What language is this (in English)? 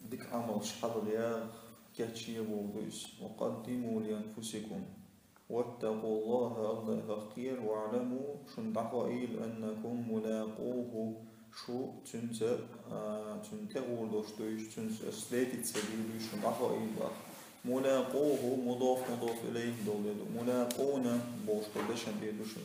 Chechen